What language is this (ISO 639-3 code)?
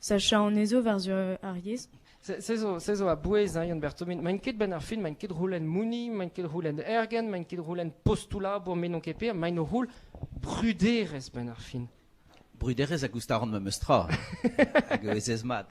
bre